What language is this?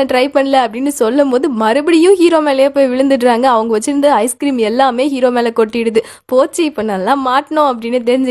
Tamil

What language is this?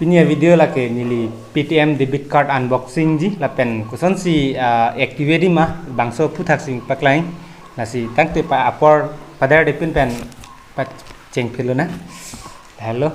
Karbi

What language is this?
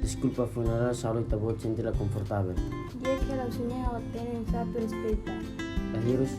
Tetum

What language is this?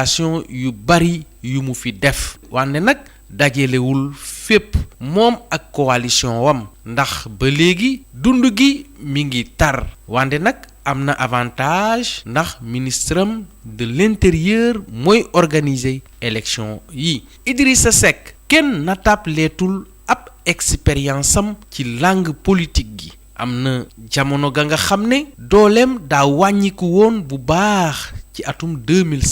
Wolof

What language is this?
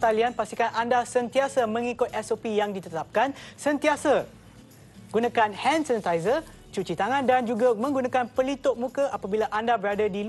Malay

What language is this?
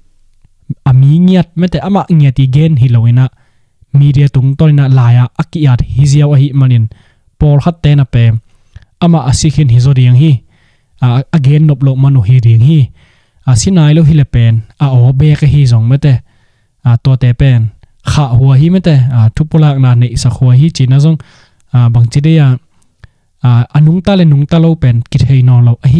Tedim Chin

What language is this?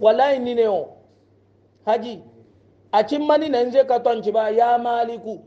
Hausa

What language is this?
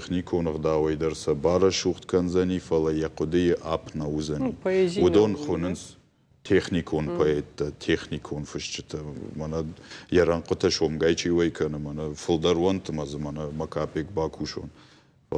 Ossetic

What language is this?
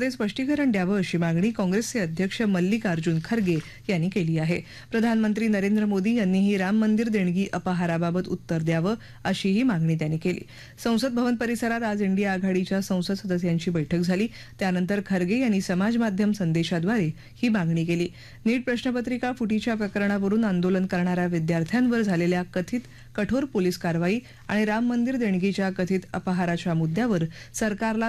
Marathi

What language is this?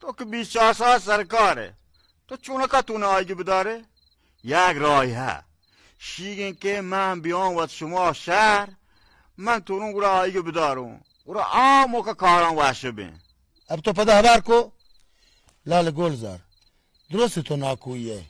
Baluchi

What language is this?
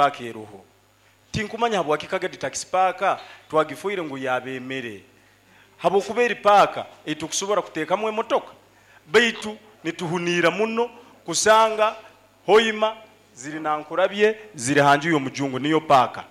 Nyoro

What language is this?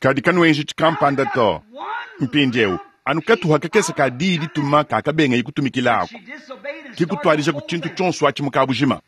Luba-Lulua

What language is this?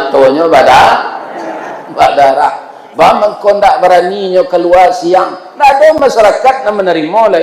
Minangkabau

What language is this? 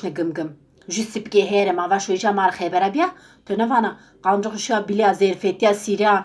Zaza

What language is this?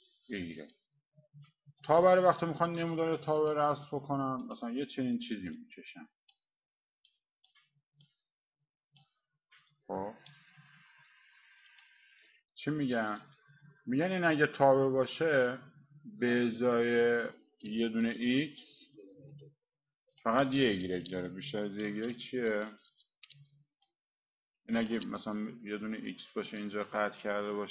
Persian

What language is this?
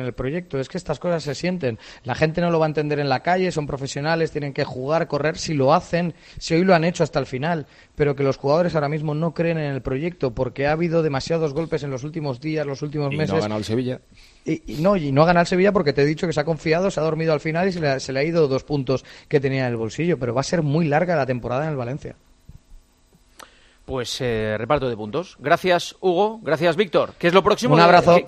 Spanish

